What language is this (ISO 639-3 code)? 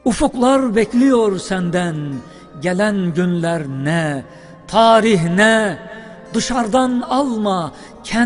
tur